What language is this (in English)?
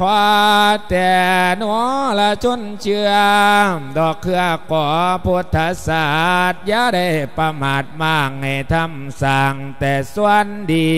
Lao